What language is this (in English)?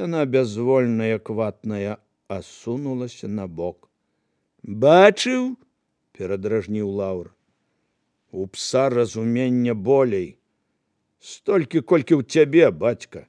Belarusian